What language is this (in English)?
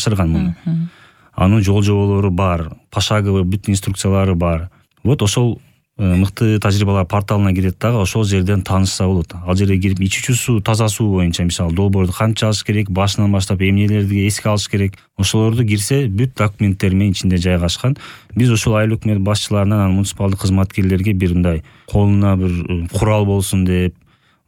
Kyrgyz